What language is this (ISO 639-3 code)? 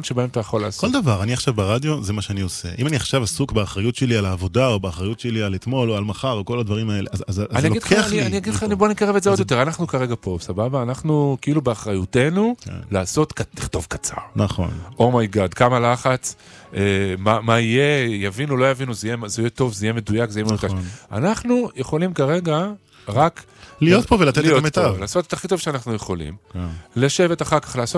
heb